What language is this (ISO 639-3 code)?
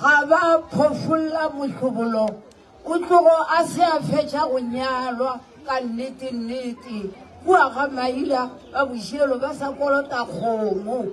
nso